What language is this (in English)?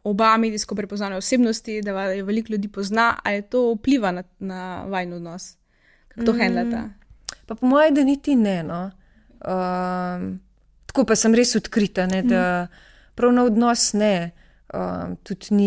Slovenian